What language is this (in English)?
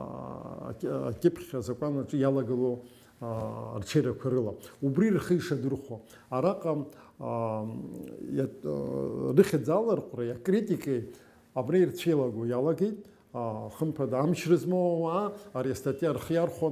Abkhazian